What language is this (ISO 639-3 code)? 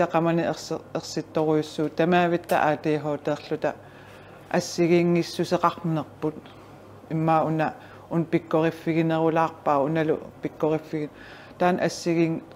kal